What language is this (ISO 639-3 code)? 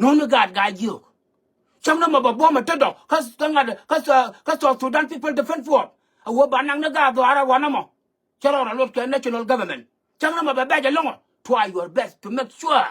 nus